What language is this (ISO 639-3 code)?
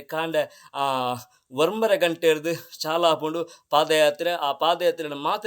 tcy